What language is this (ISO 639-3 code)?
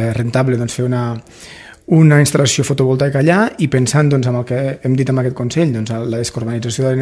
cat